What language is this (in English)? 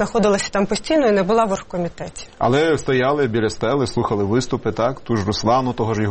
Ukrainian